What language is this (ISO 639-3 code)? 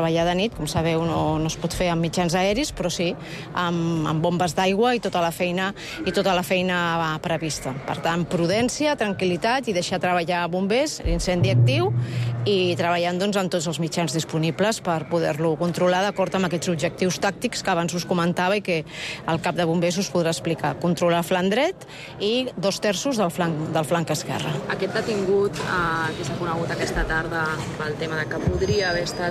cat